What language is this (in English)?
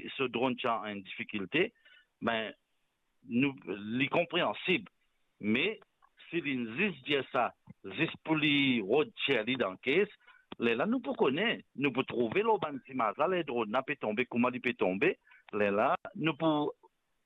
Morisyen